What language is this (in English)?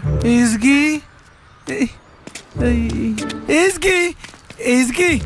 Persian